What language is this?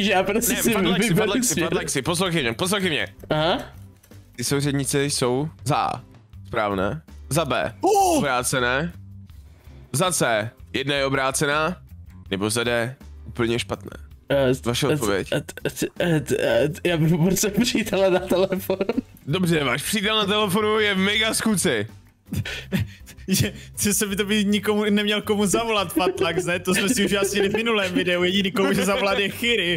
Czech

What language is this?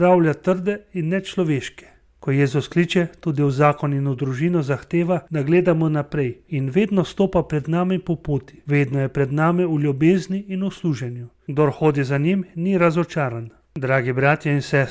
Slovenian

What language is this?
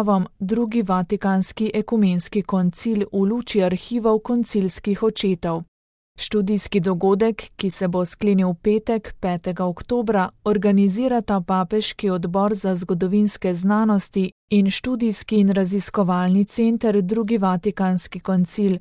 Slovenian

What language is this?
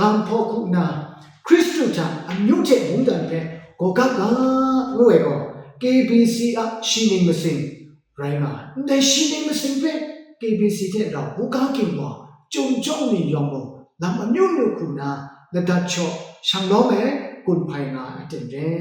Kachin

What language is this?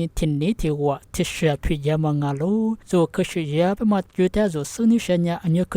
Lisu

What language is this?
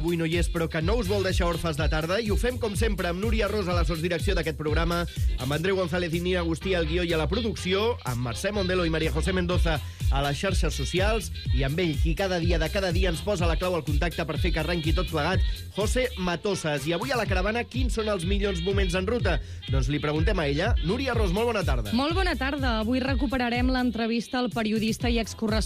Catalan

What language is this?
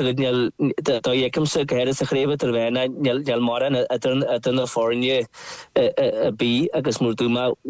Irish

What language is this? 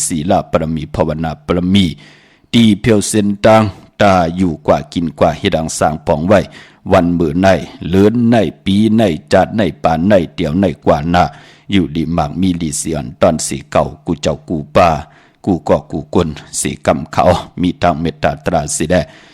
Shan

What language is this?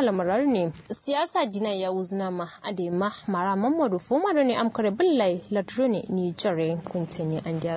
Kanuri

